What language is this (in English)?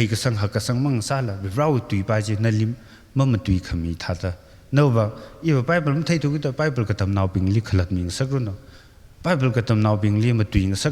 Tangkhul Naga (India)